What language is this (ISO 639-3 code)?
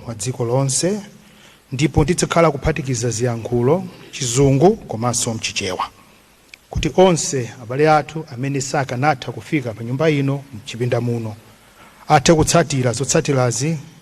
nya